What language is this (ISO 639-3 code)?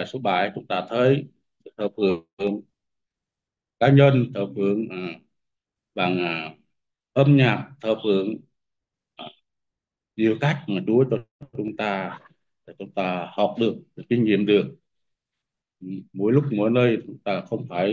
vie